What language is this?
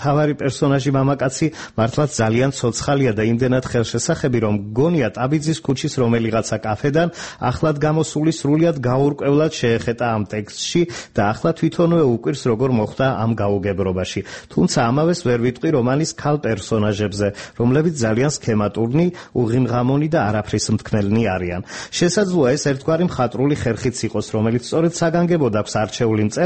Georgian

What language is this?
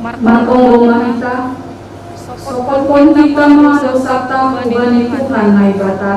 Batak Simalungun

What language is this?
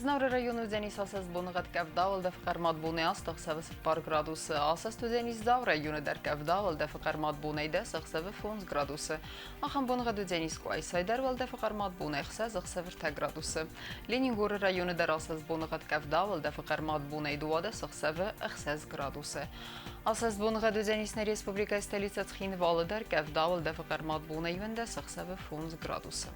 Ossetic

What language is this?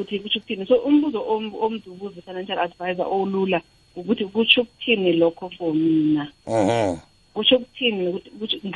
South Ndebele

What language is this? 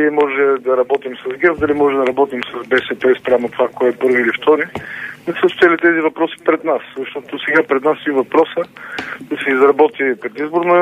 Bulgarian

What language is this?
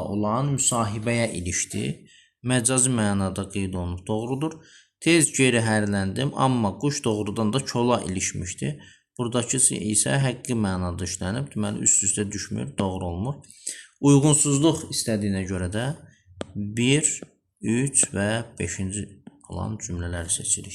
Azerbaijani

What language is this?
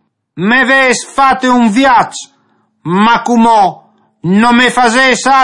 Friulian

